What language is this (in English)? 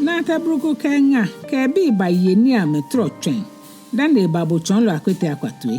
Ga